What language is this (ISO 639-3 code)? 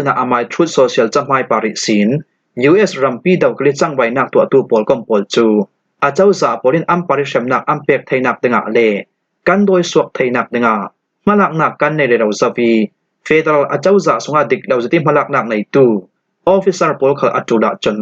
cfm